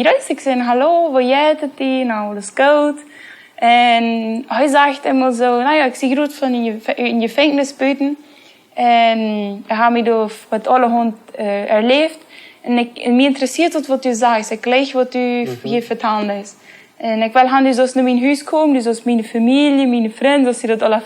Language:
Plautdietsch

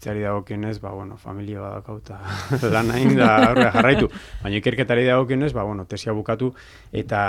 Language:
Basque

